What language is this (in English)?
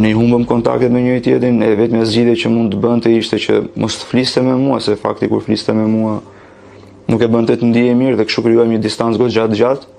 Albanian